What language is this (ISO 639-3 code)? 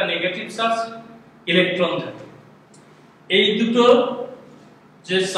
ben